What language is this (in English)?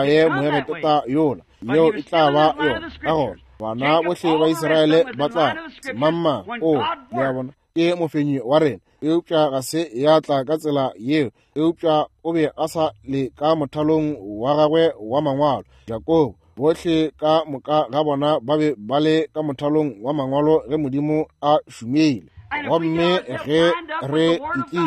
Northern Sotho